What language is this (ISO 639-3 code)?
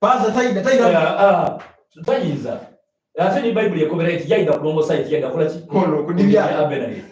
xog